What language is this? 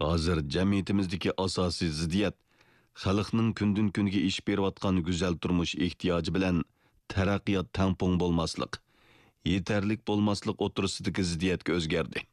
Uyghur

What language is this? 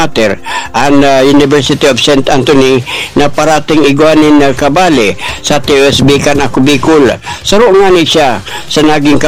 Bikol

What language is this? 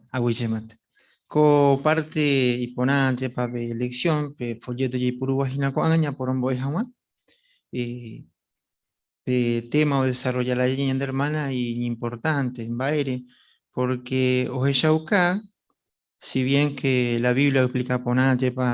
Guarani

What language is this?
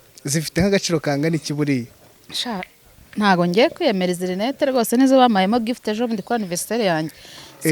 Kinyarwanda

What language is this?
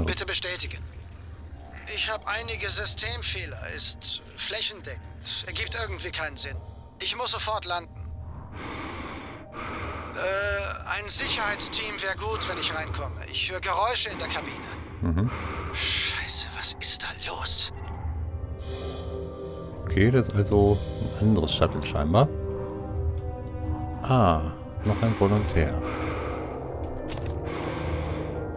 German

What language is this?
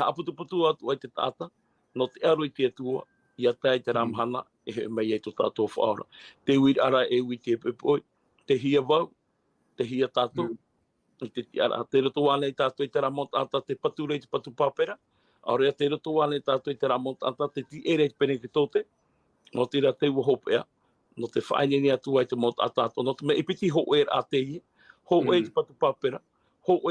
Tahitian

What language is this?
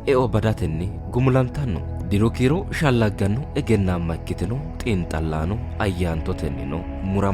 Sidamo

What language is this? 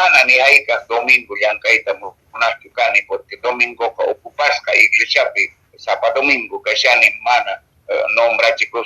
Quechua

